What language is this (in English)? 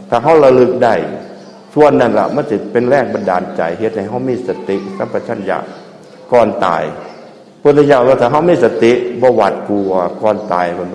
Northeastern Thai